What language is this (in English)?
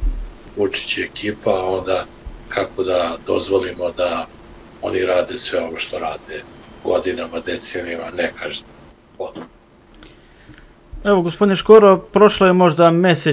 Serbian